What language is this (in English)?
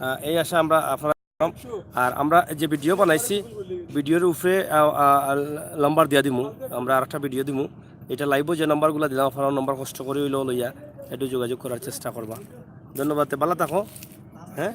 Sylheti